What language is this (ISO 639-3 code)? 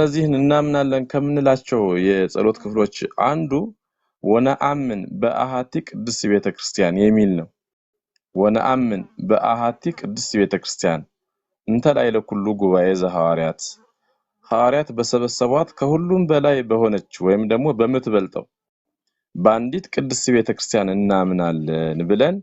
amh